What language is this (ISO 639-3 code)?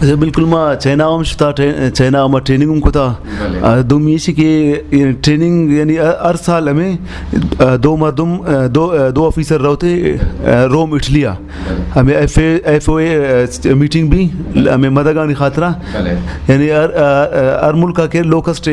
bgp